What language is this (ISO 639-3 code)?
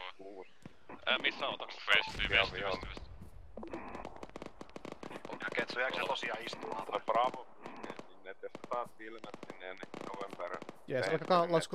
fin